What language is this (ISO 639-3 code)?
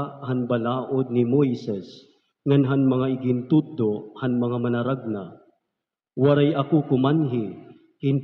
war